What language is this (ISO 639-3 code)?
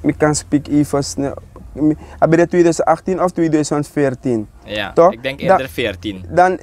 srn